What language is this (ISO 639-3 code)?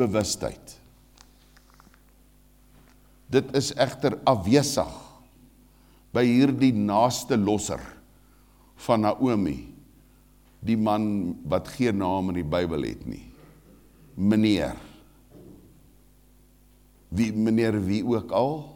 afr